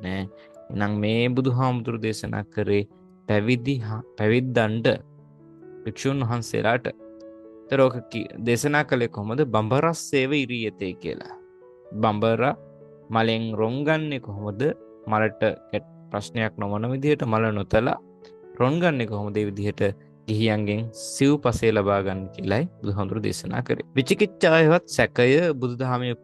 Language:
Sinhala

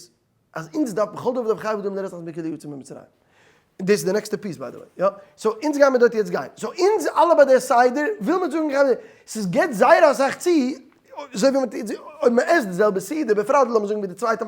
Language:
Yiddish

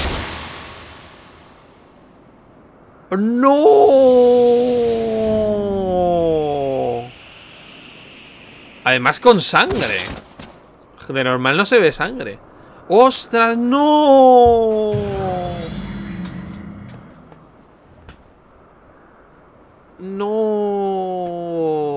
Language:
Spanish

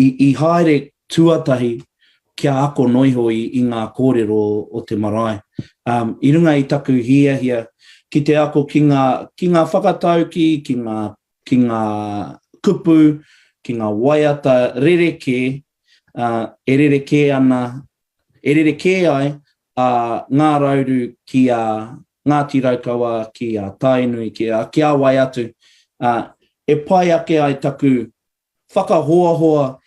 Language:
Māori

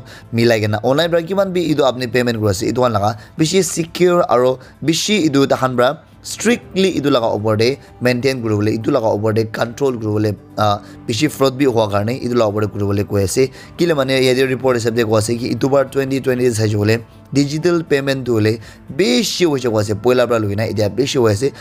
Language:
Naga Pidgin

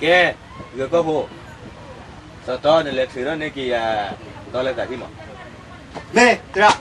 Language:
S'gaw Karen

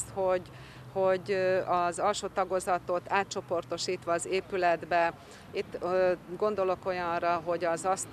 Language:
Hungarian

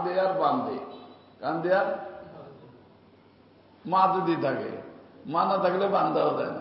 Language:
Bangla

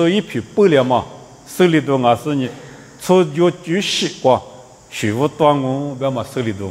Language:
Lisu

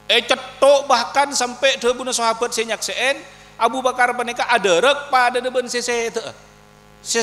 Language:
Madurese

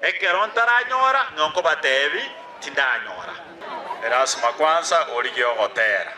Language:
Gusii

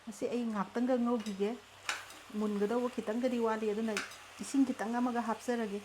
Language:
Manipuri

